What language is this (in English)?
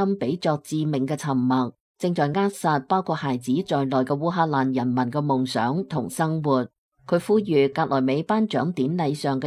Cantonese